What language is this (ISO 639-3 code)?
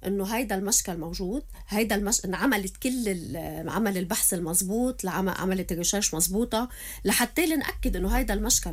apc